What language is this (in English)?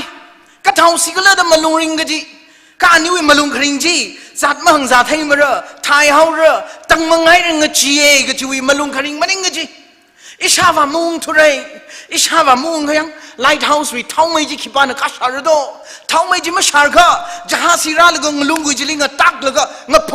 Tangkhul Naga (India)